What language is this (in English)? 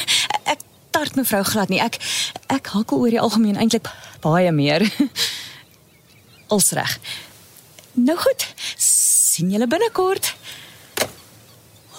Afrikaans